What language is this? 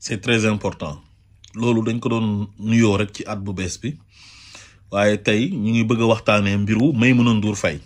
Wolof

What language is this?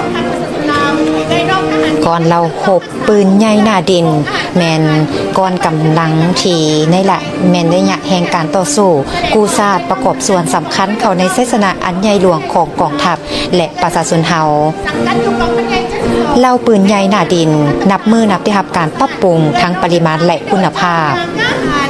Lao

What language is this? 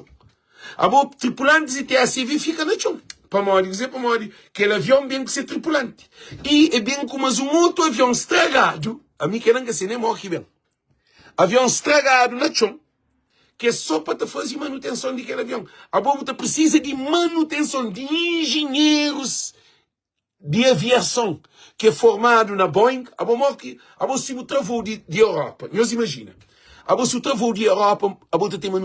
Kabuverdianu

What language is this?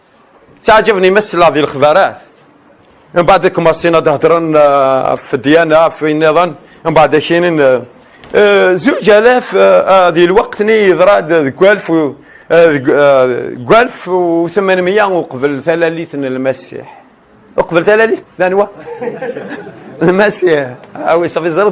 Kabyle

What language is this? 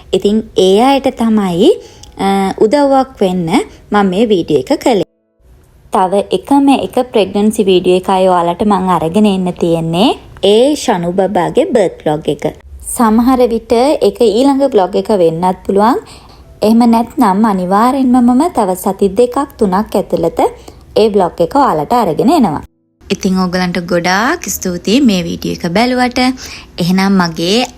Sinhala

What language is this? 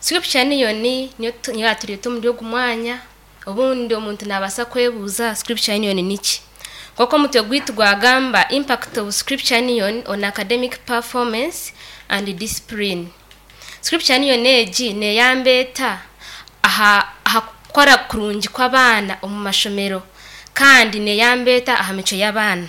Nyankole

